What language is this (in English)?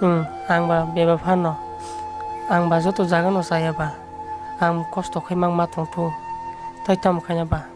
Kok Borok